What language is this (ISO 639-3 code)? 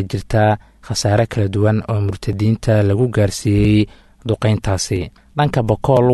som